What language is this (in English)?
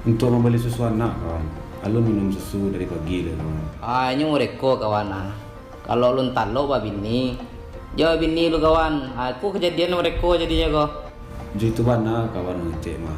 Minangkabau